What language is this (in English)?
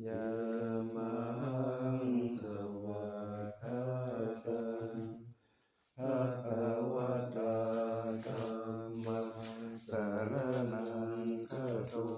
Pali